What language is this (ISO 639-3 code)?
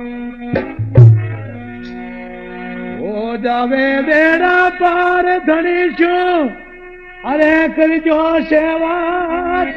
hin